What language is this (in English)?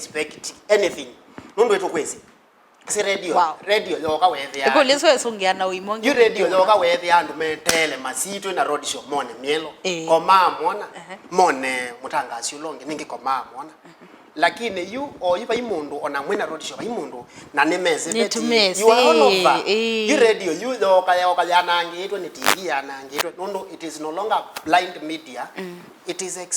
Kamba